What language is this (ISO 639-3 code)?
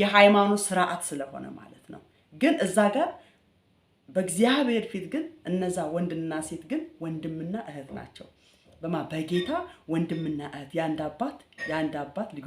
amh